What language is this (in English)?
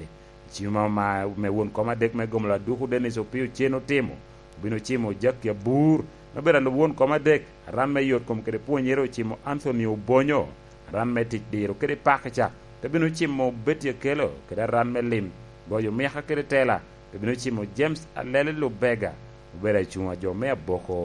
Lango (Uganda)